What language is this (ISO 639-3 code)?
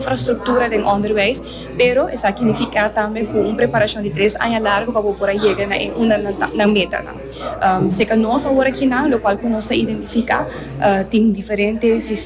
pap